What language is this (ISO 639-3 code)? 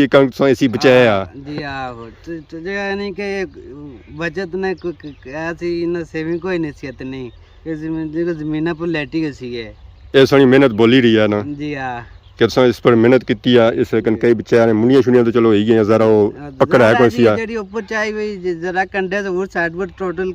phr